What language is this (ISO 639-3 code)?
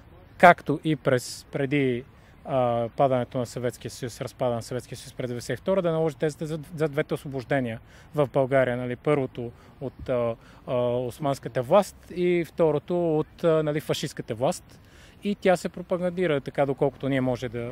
bul